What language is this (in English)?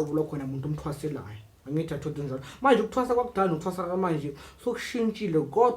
Zulu